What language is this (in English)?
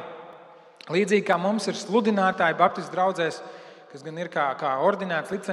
Latvian